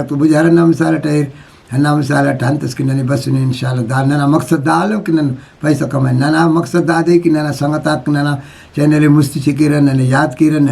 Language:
Brahui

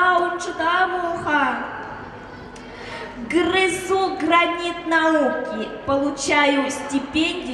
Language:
Buriat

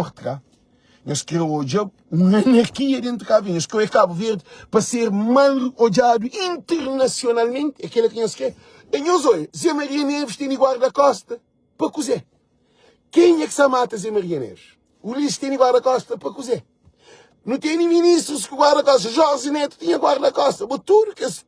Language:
Kabuverdianu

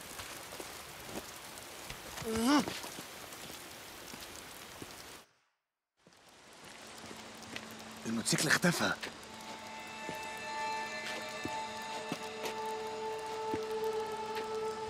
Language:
Egyptian Arabic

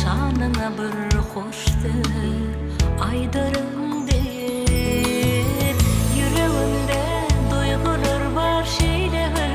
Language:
Turkmen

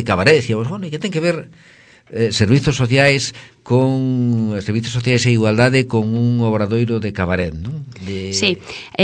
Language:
Galician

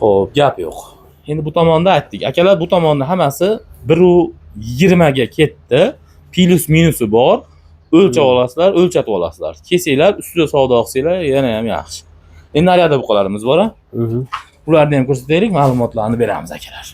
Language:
Uzbek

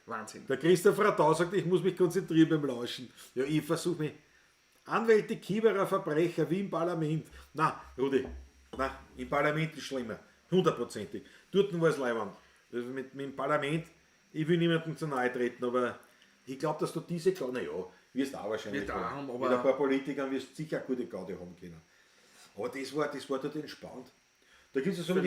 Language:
Bavarian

